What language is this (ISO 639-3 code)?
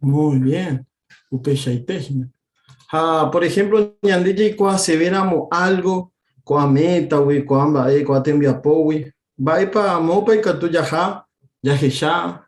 grn